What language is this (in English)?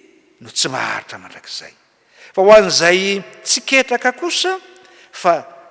Malagasy